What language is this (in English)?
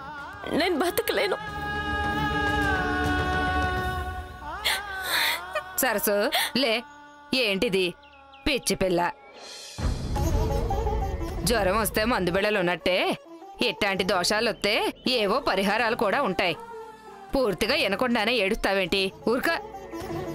Telugu